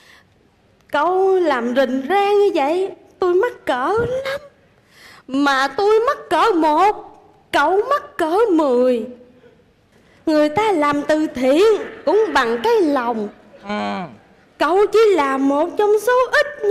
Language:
Vietnamese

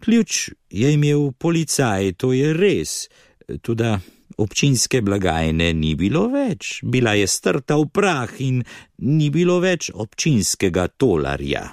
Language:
Slovenian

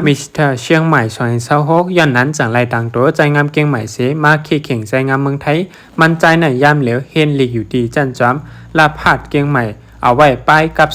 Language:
Shan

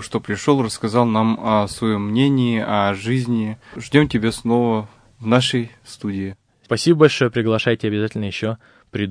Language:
Russian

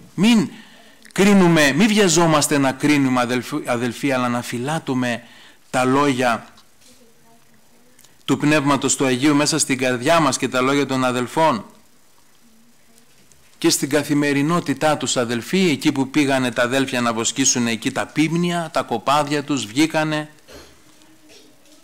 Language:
Greek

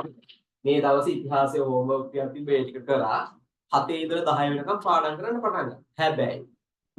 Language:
Sinhala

